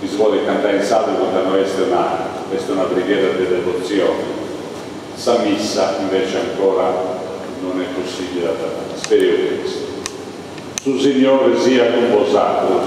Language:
Sardinian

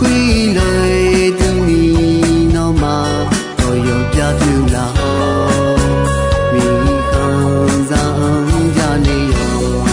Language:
Akha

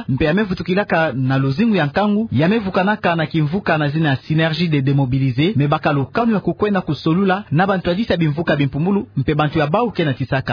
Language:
Kituba (Democratic Republic of Congo)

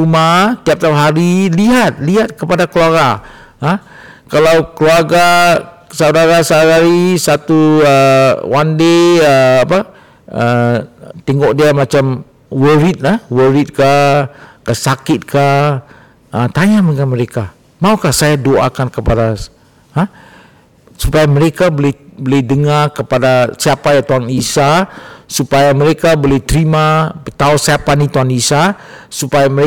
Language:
Malay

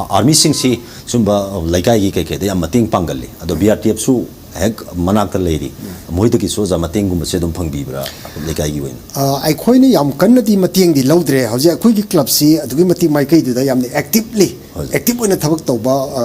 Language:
Manipuri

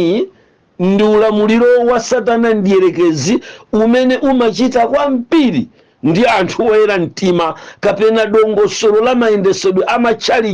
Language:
Nyanja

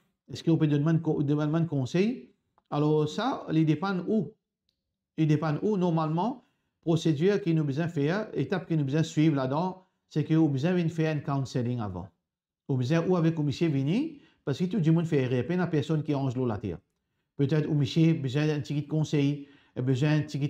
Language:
Morisyen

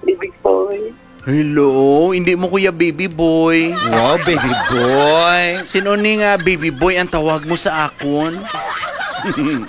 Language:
Hiligaynon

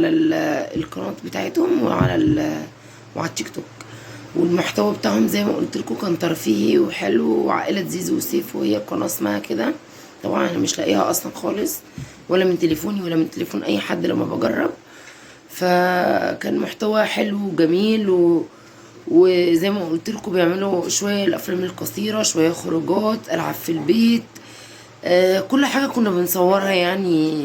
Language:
Egyptian Arabic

